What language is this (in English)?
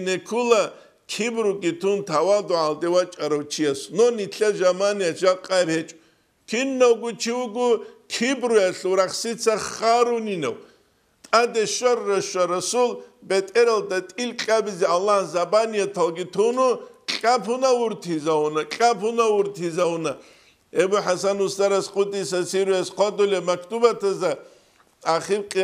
Avaric